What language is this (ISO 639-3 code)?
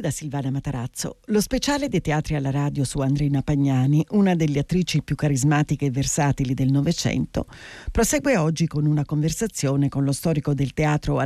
ita